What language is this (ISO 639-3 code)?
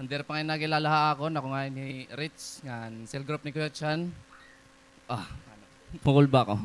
war